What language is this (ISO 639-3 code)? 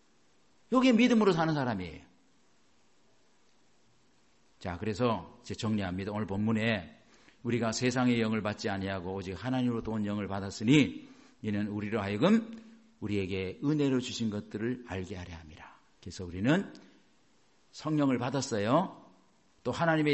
kor